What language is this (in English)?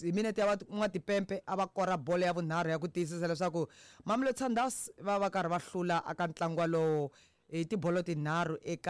Tsonga